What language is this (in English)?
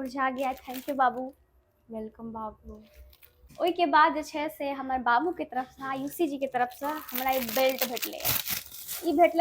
Maithili